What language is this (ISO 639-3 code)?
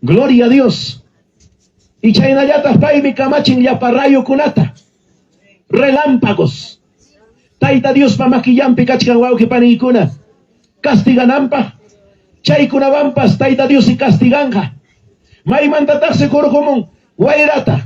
quy